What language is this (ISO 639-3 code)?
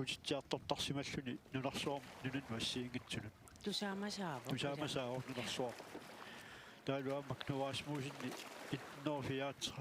kal